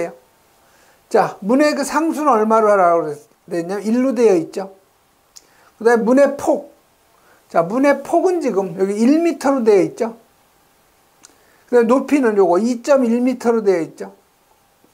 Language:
Korean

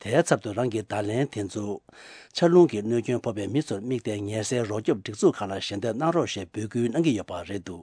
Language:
Tibetan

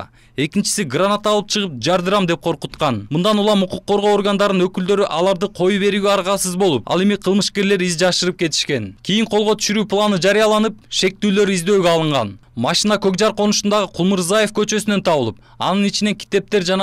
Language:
Kyrgyz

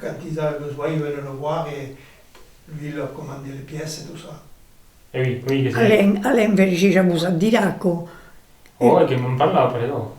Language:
Occitan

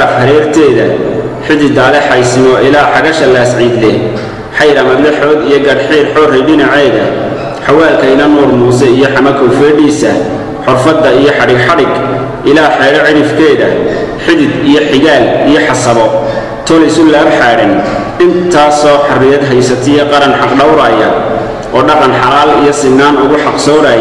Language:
Somali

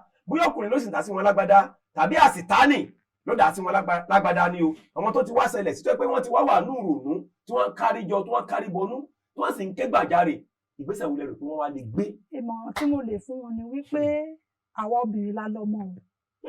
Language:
Yoruba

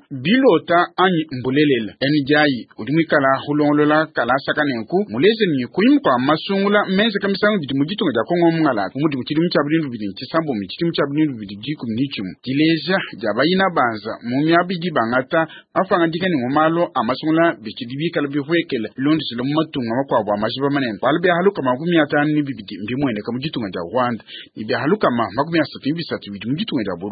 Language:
Luba-Lulua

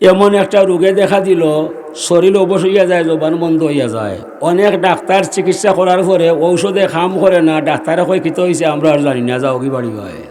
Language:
Sylheti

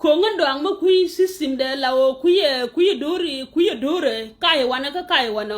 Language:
Nuer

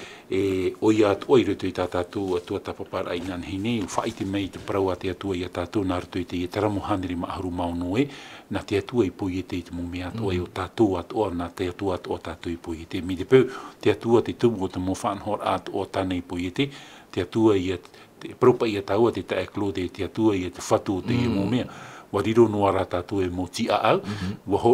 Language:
Tahitian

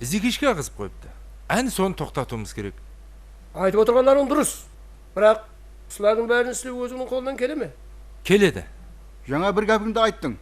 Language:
Kara-Kalpak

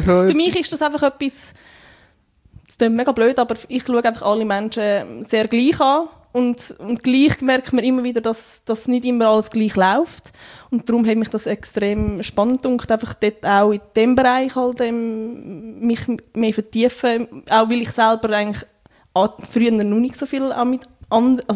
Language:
German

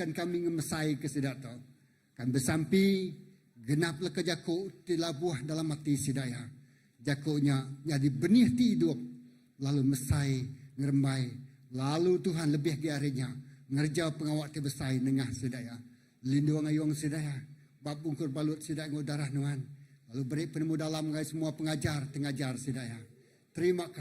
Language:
Iban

